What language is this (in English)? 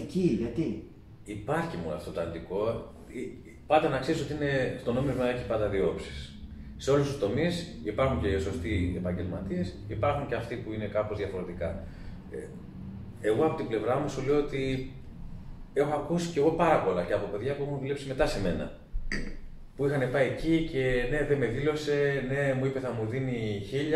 Greek